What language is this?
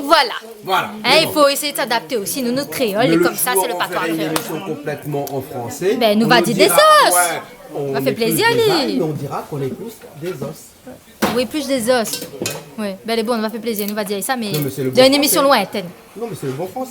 Réunion Creole French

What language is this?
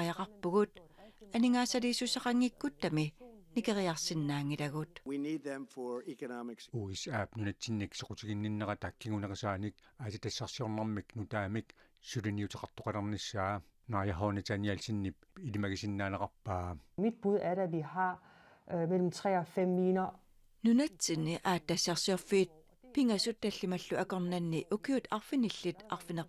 Kalaallisut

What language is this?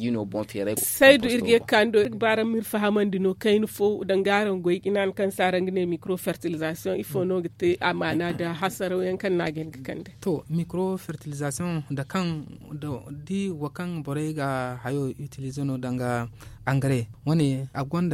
Zarma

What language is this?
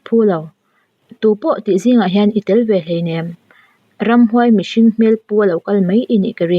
Mizo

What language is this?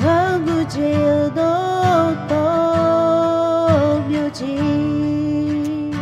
Akha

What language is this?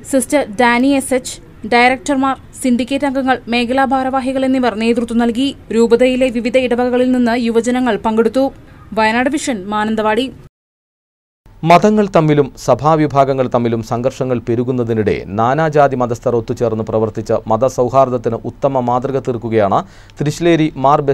Malayalam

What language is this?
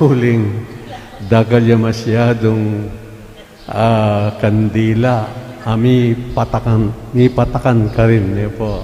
Pampanga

